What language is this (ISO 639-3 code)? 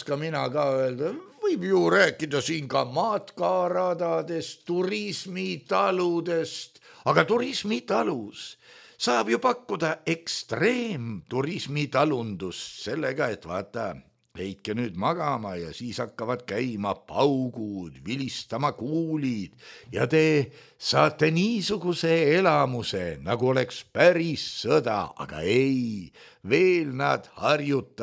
est